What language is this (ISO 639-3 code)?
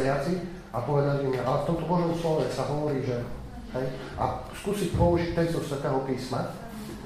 slk